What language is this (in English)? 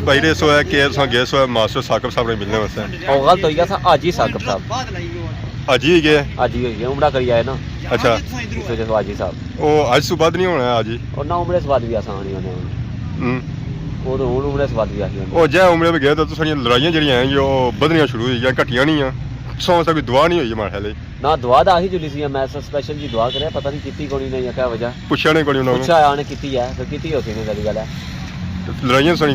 Pahari-Potwari